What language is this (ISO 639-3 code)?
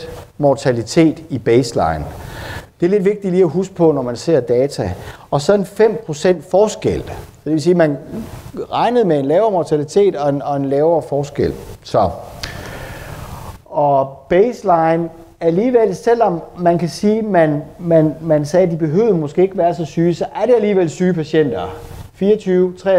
dan